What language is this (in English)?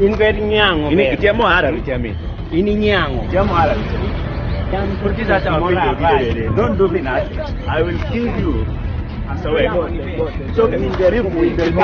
Kumam